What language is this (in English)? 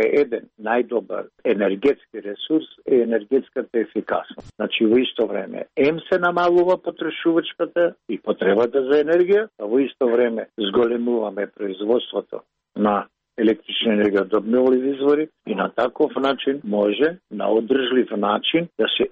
Macedonian